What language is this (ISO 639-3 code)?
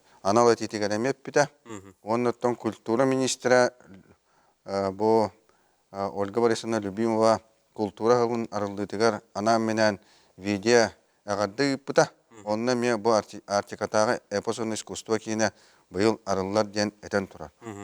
sah